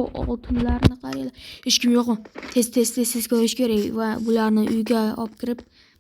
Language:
Uzbek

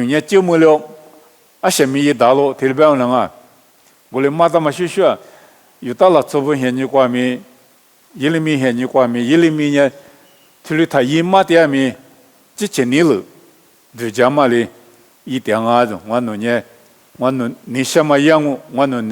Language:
Lisu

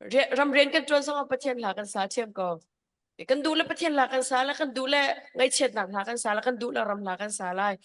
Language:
Hakha Chin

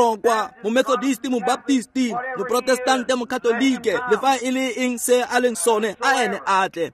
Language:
Tswana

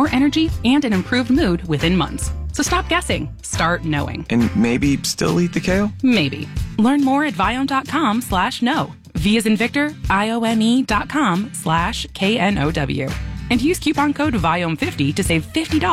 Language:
English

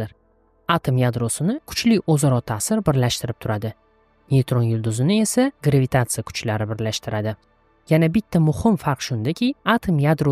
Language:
Uzbek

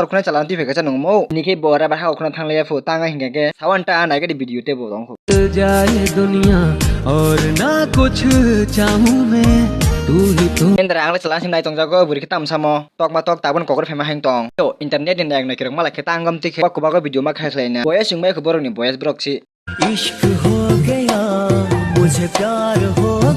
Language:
Kok Borok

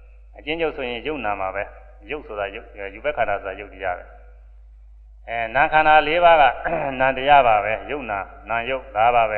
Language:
Burmese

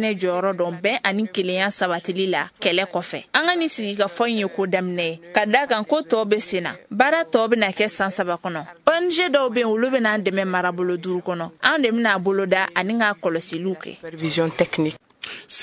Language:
Bambara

